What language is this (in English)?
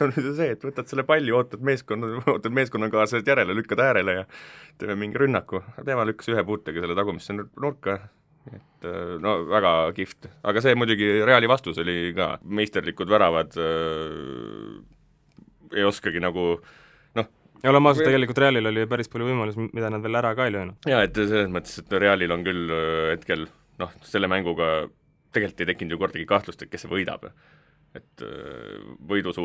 Estonian